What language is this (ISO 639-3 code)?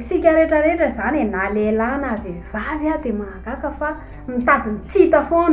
mlg